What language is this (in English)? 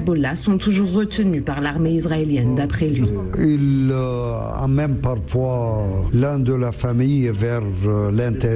French